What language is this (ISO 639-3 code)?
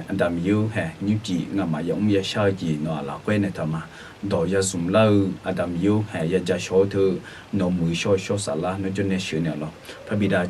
ahk